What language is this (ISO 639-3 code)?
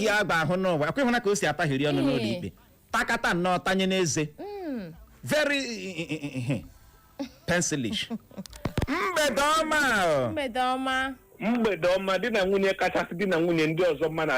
ibo